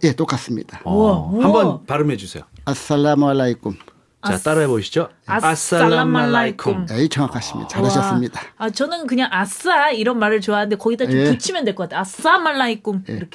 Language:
Korean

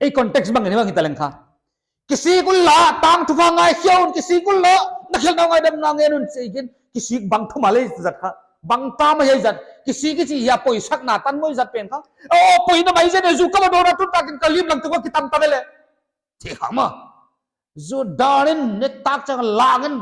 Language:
Paite Chin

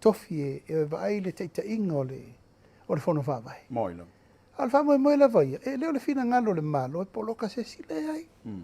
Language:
Samoan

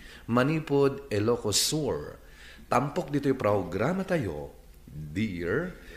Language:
Iloko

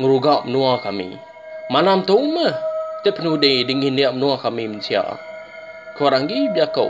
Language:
Iban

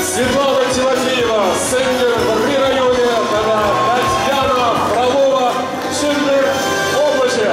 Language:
Chuvash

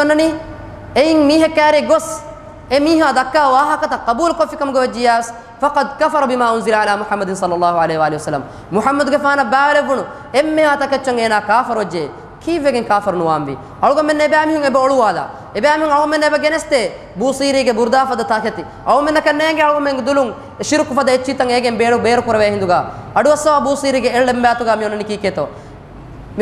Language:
Divehi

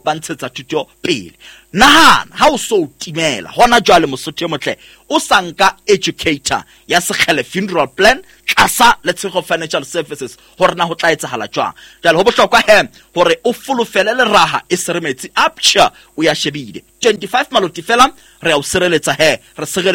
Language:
Southern Sotho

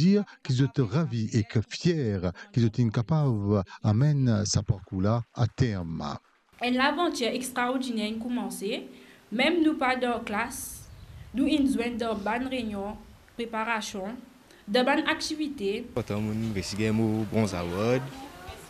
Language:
Morisyen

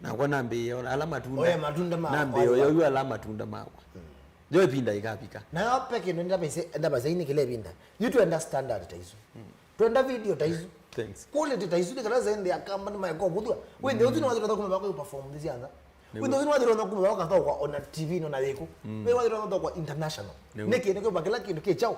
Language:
Kamba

